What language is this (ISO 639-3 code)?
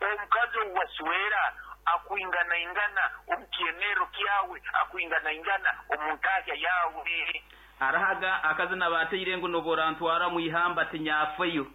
nyn